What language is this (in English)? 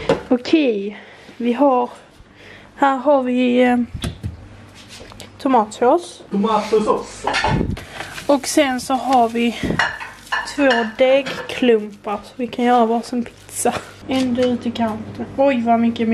Swedish